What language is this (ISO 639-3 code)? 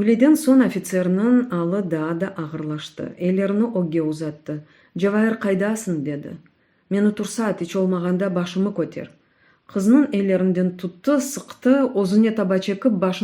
crh